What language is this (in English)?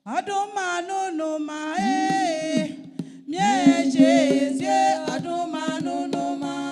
Baoulé